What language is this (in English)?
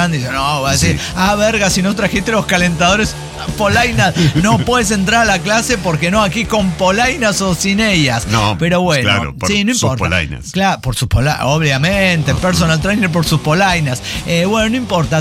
Spanish